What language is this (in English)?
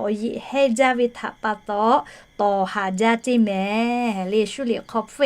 Lahu